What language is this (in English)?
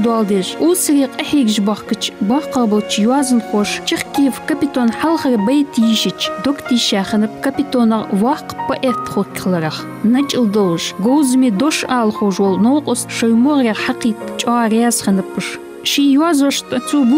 Ingush